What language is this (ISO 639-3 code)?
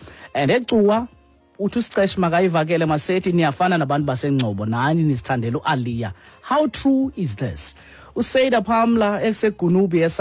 xho